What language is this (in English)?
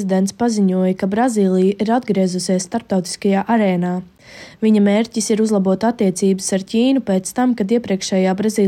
Latvian